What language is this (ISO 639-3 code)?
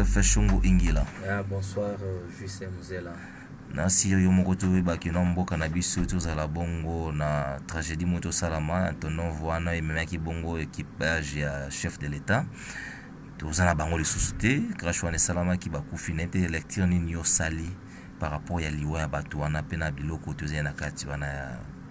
lin